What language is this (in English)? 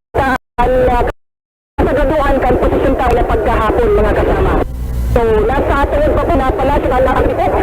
Bikol